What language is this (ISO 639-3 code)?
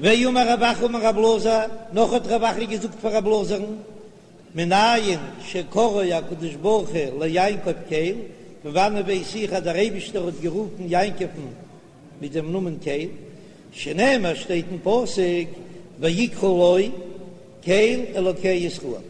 yid